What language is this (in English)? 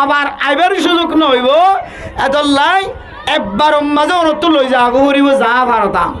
Rohingya